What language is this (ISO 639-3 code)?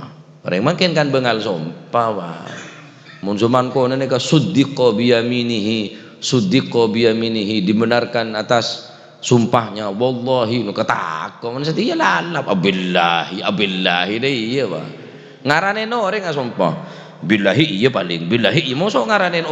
mad